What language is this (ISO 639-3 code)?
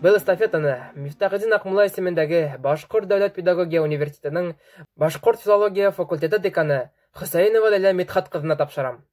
bak